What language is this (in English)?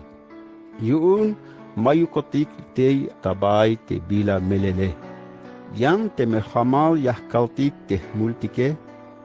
Tzeltal